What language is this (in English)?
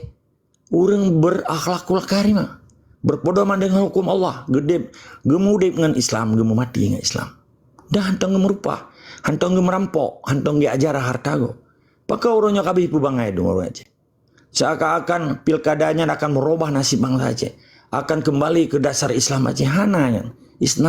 Achinese